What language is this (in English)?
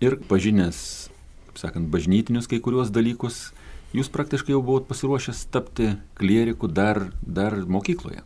Lithuanian